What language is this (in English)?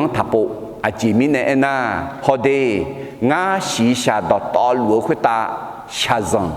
Akha